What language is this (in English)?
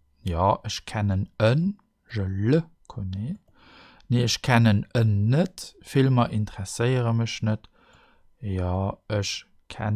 Luxembourgish